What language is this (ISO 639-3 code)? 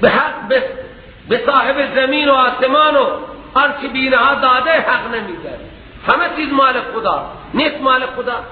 fas